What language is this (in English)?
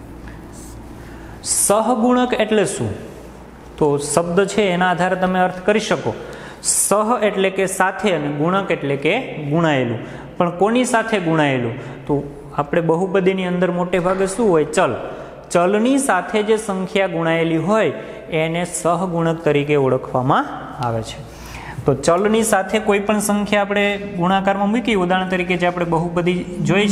Gujarati